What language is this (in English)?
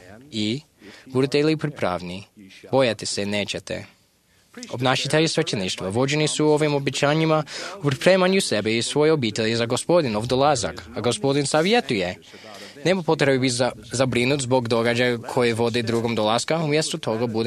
Croatian